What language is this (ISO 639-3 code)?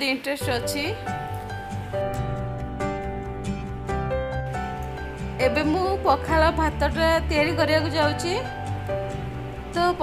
ori